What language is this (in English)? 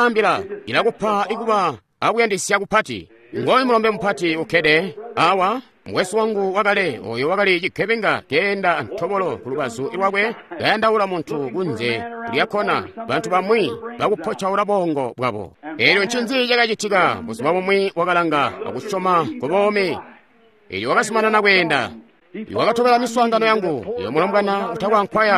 Tonga (Zambia)